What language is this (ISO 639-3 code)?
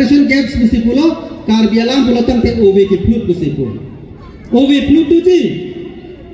mjw